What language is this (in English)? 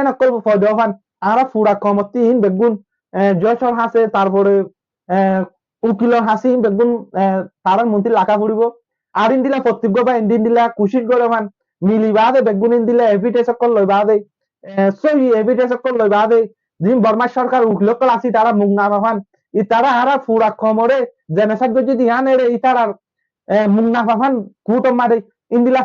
Rohingya